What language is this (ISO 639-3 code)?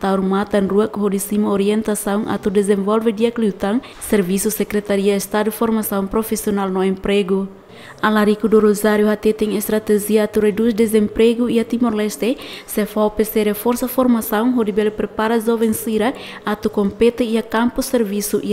tet